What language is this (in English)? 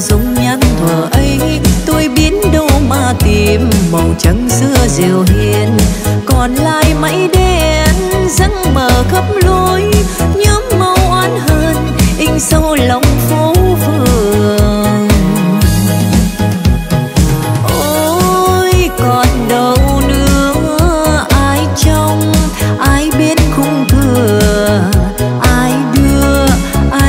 Vietnamese